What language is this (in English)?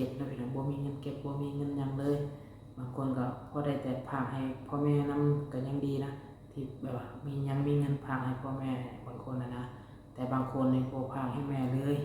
Lao